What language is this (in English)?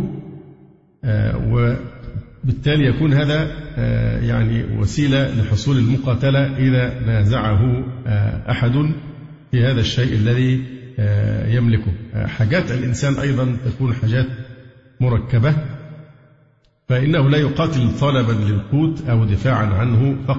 Arabic